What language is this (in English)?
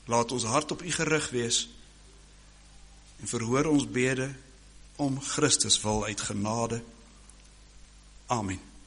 Afrikaans